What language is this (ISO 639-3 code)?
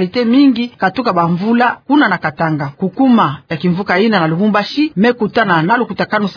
ktu